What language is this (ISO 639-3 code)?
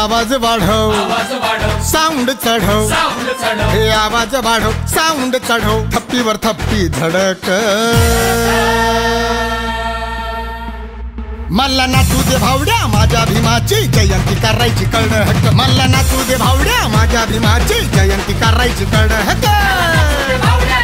mar